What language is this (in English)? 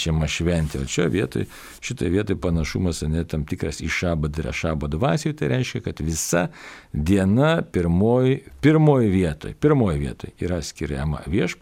Lithuanian